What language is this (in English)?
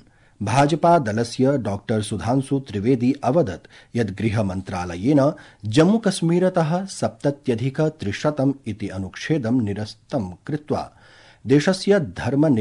Sanskrit